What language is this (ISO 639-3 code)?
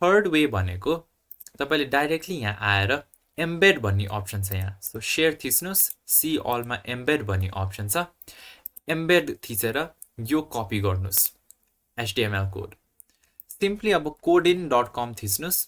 nep